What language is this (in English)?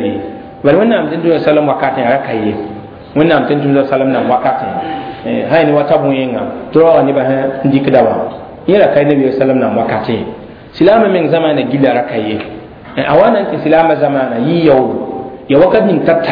Mossi